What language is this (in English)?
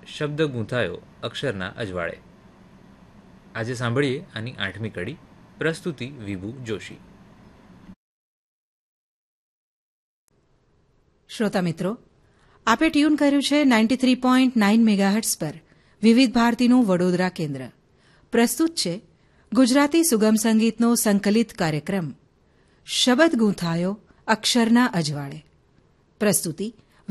Gujarati